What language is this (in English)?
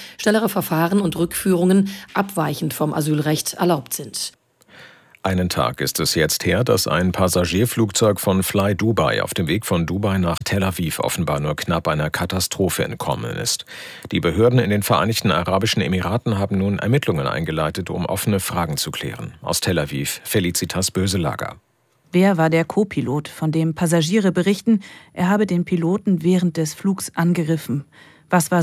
German